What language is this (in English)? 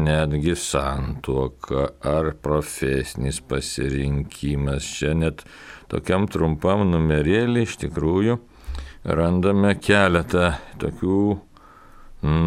Lithuanian